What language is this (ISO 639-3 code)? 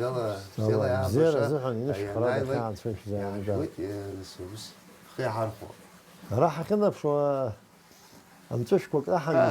abk